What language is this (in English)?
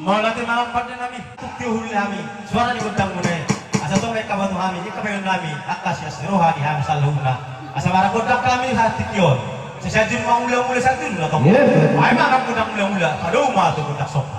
Batak Toba